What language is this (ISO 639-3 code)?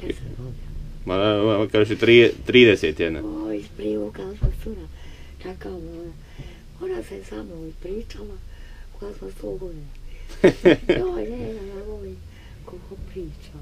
bos